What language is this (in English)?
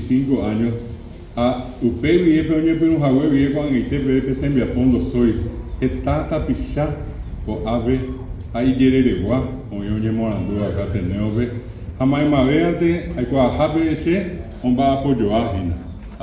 Guarani